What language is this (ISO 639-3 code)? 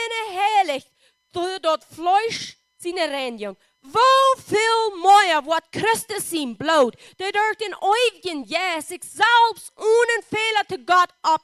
pdt